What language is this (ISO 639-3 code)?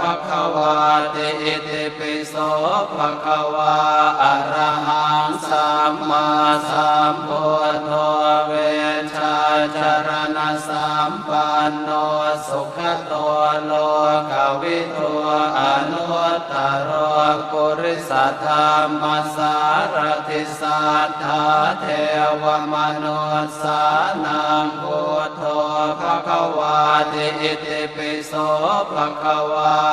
pli